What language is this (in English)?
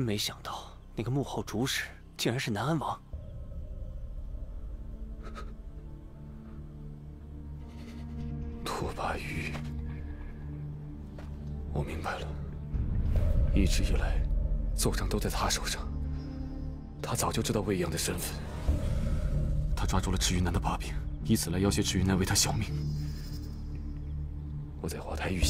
Chinese